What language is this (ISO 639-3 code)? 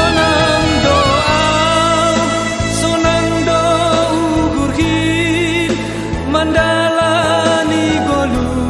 bts